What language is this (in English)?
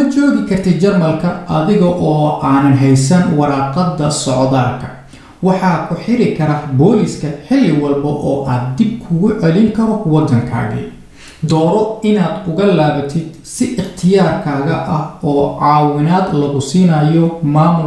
Somali